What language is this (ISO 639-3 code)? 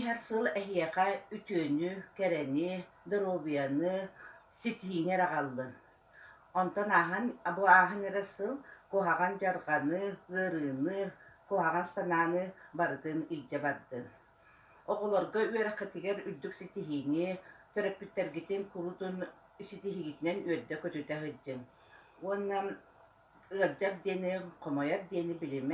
sah